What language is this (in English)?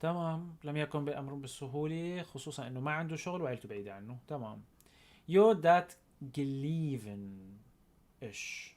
North Levantine Arabic